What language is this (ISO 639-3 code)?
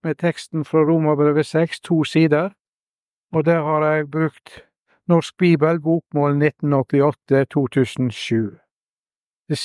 nor